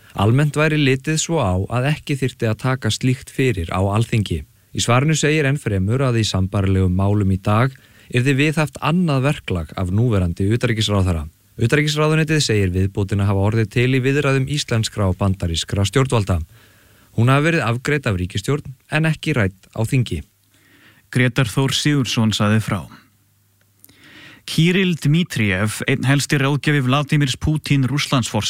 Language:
Icelandic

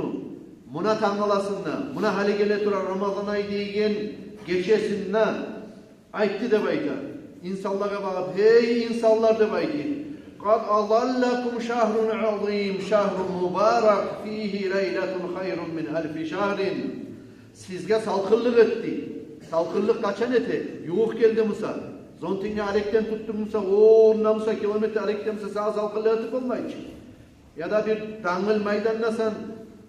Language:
Kumyk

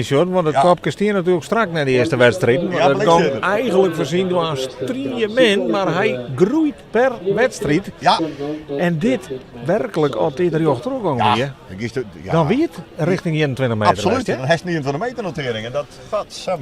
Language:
Western Frisian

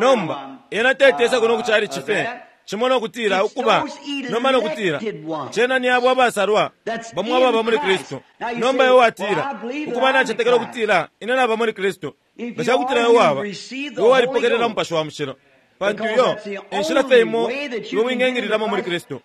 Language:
Bemba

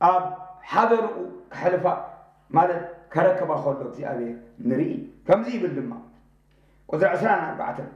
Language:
Tigrinya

